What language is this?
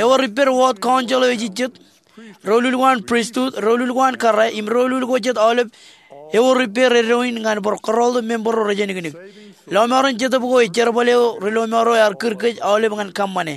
Marshallese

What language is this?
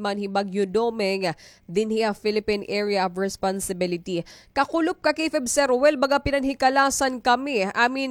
Waray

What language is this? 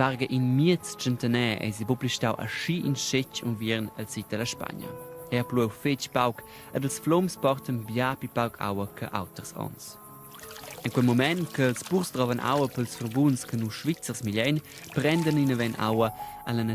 Romansh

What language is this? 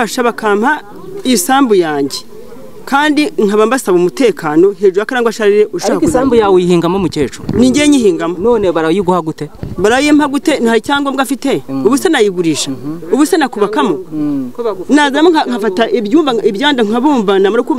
Kinyarwanda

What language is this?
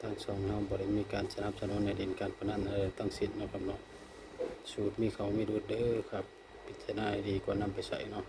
Northeastern Thai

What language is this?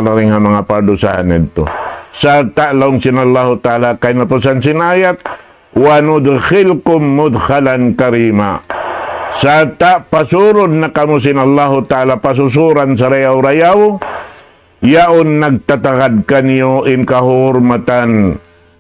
Tausug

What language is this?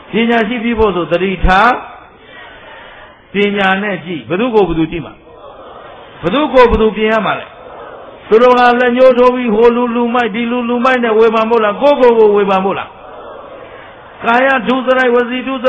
Burmese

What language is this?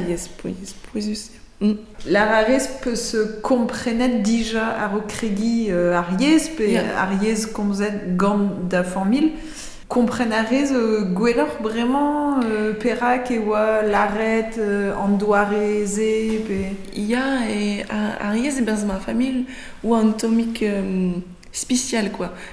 Breton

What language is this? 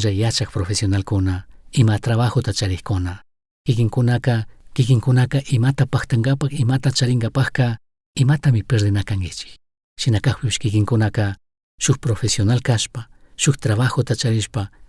Chimborazo Highland Quichua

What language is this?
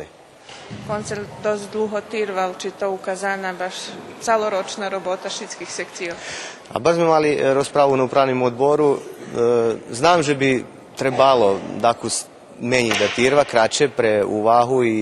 Rusyn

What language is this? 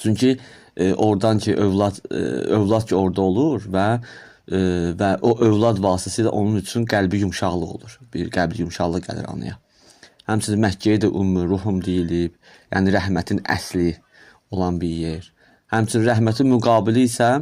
Azerbaijani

